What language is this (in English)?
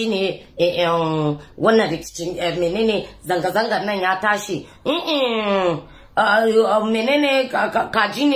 Hausa